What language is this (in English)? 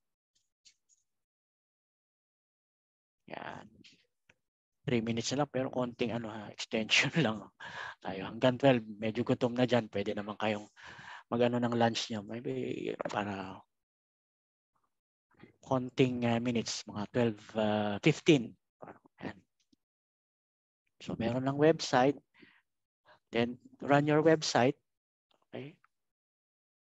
Filipino